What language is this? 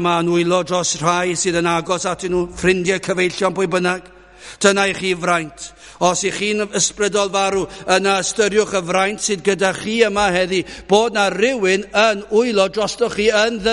Welsh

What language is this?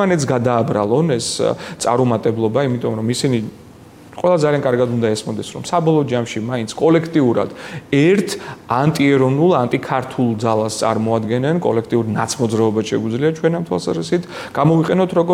Georgian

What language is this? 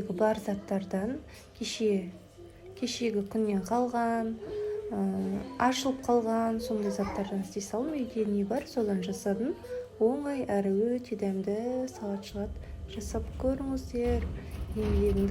Kazakh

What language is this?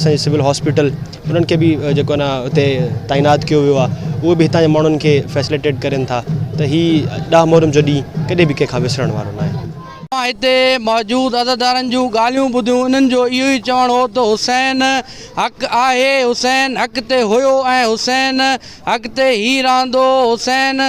Sindhi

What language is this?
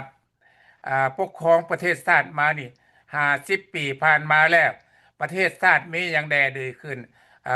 Lao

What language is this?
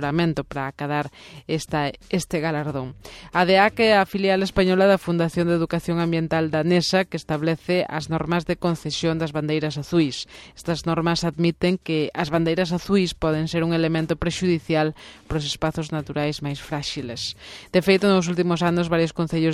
Galician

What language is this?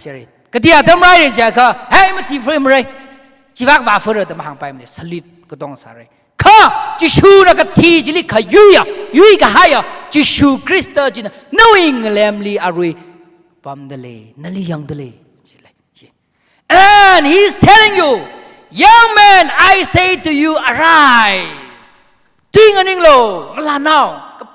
Tangkhul Naga (India)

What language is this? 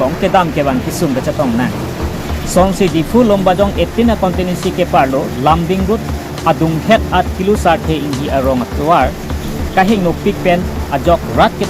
Karbi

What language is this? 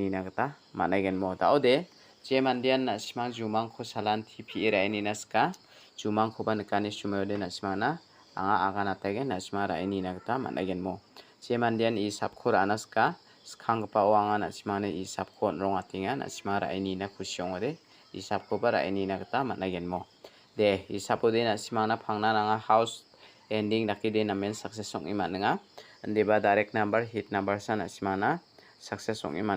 Garo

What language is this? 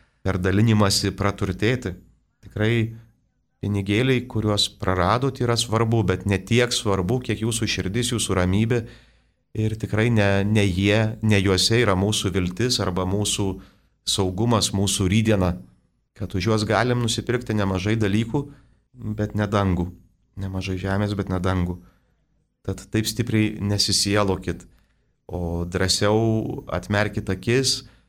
Lithuanian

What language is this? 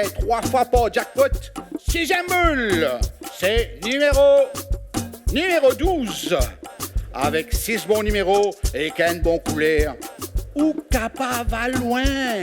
Morisyen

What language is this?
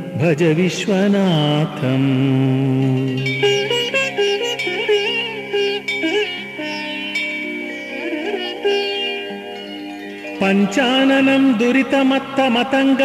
Kannada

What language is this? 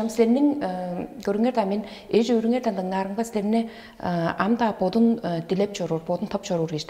Tuvinian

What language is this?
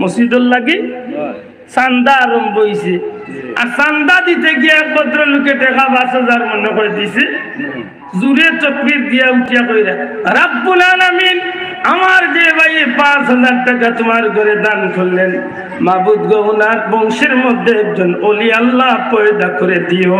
Sylheti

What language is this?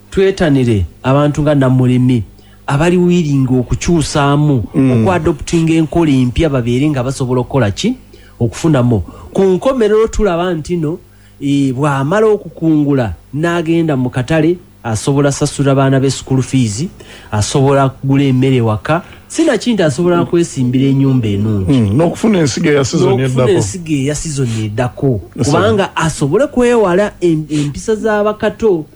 Ganda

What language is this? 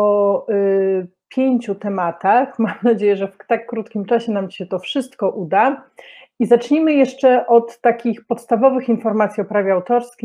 Polish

